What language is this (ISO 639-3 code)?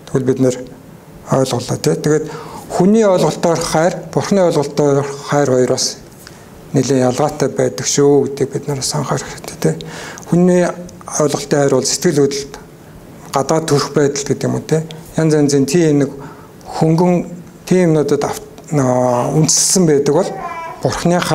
mon